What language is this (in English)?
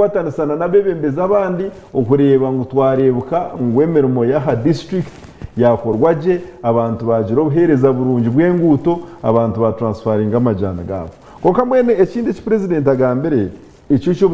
Nyankole